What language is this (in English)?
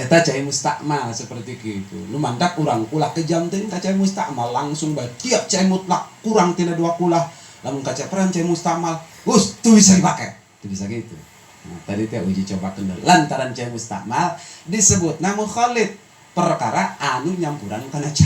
Sundanese